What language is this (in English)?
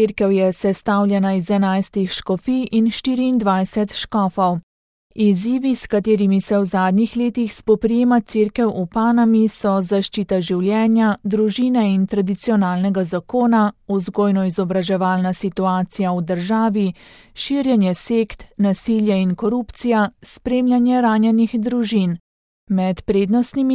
Slovenian